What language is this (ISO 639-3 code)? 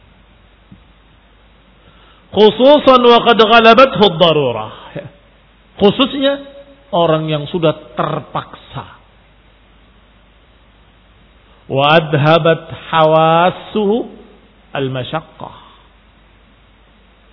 ind